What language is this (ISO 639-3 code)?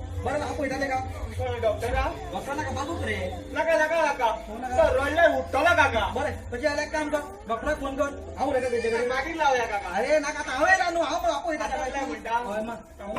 kok